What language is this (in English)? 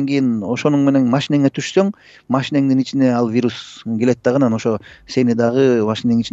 Kyrgyz